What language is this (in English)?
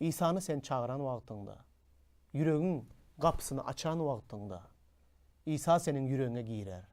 Turkmen